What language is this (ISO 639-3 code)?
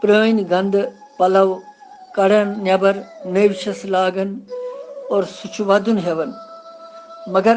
kas